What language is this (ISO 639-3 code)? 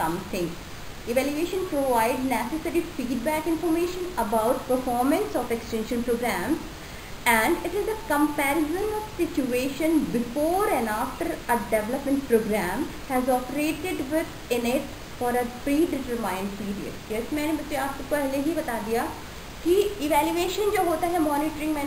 hin